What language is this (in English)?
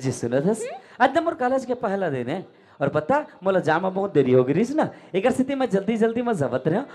Chhattisgarhi